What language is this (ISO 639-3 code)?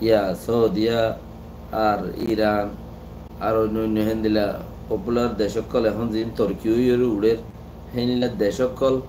rhg